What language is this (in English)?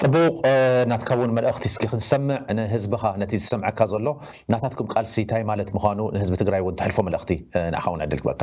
Tigrinya